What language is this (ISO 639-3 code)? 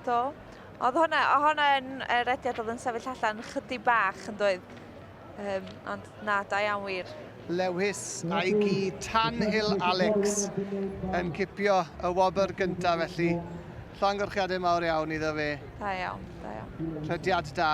cym